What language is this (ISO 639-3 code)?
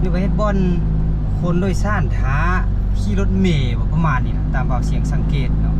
lao